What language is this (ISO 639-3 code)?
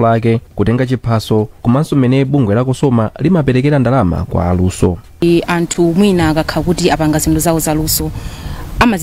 nya